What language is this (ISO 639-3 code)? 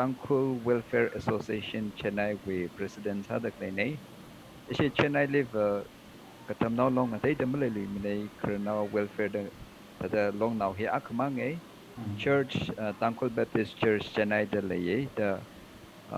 nmf